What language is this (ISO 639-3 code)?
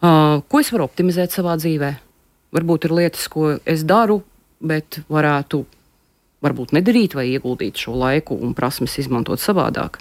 lav